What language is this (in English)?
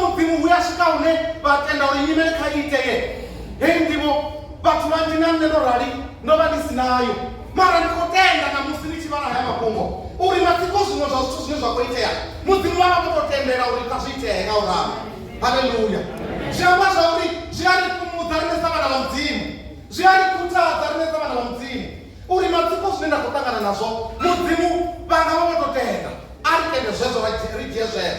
Venda